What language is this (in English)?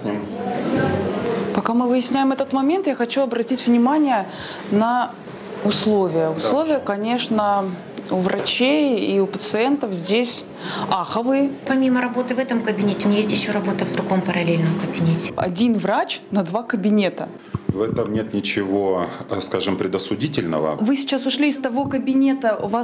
Russian